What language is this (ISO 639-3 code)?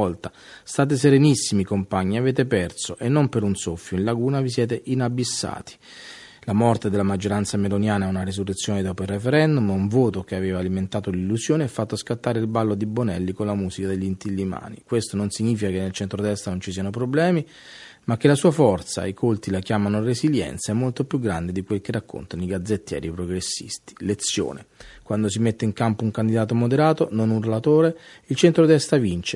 ita